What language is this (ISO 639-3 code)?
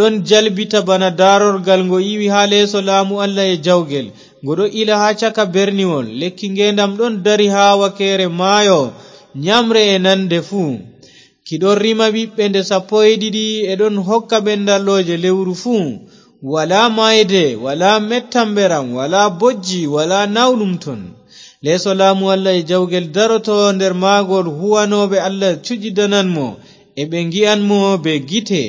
ful